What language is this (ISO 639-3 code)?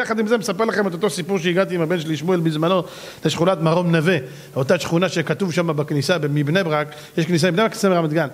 heb